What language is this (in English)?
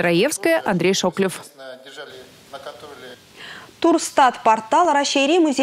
Chuvash